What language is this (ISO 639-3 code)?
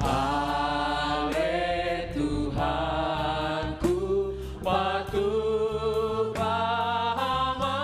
bts